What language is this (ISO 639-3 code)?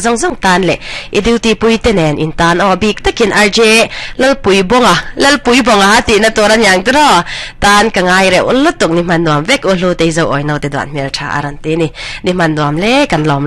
lus